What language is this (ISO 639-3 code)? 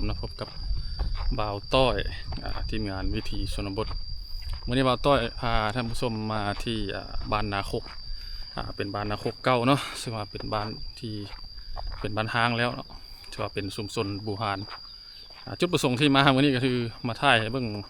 lao